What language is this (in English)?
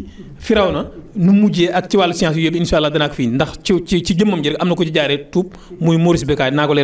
Wolof